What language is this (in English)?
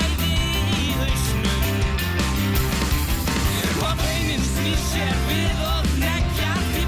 Icelandic